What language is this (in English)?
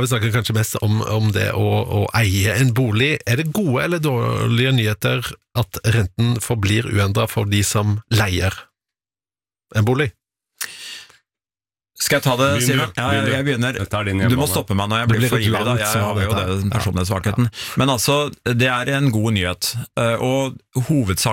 Norwegian